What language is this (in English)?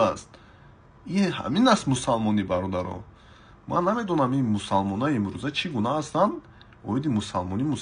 Tajik